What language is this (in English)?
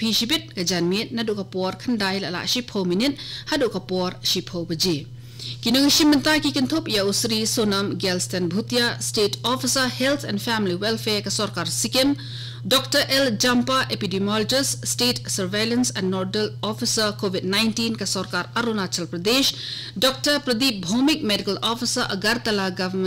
Khasi